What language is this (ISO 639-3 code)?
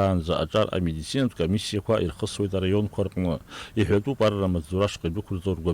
abk